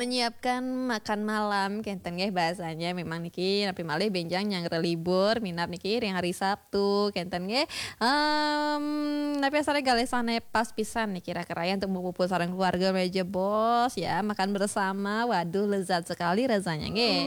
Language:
Balinese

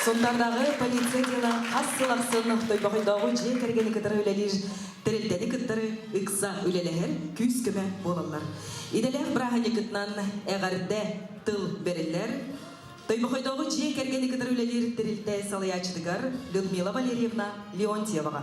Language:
Yakut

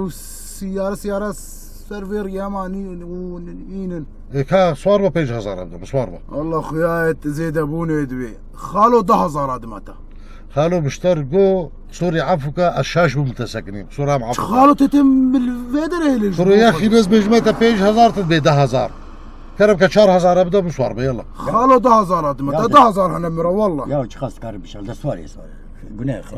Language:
Kurdish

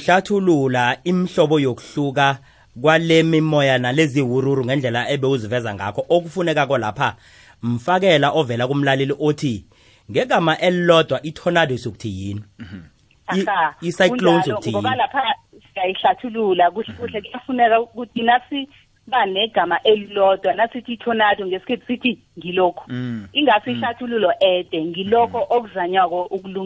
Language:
South Ndebele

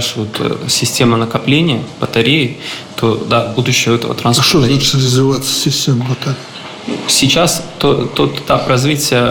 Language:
Russian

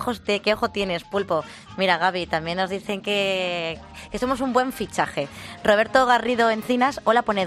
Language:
Spanish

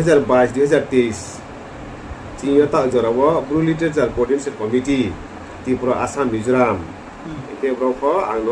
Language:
Riang (India)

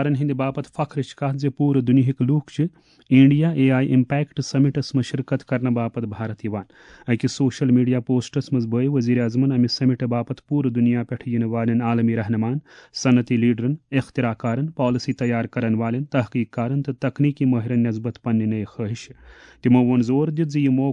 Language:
Kashmiri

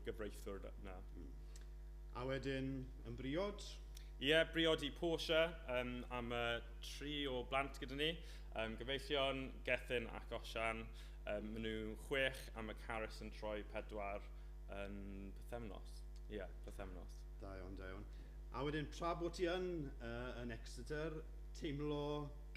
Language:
Welsh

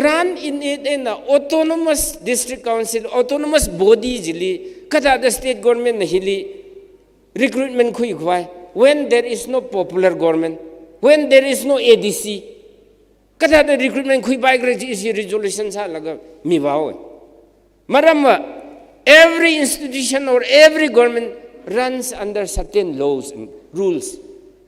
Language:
Tangkhul Naga (India)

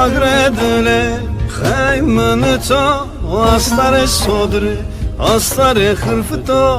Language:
Zaza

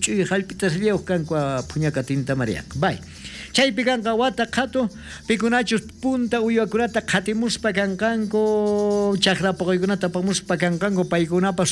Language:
South Bolivian Quechua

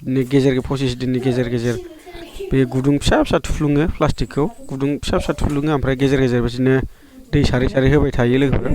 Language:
Bodo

